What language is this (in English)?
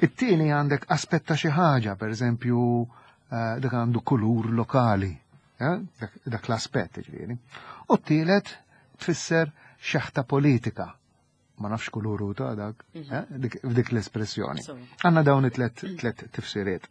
Maltese